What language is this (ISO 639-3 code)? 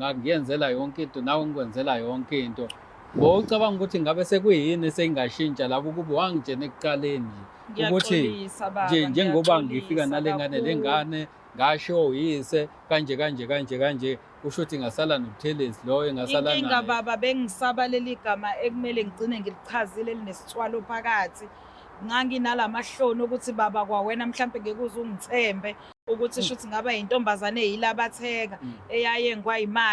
zul